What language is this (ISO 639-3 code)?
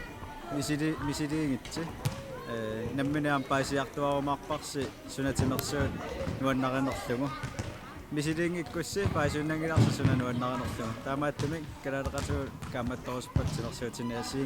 kal